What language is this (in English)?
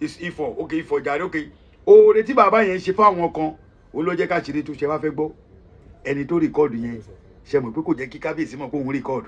Yoruba